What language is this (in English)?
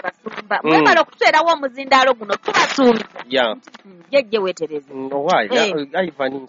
Ganda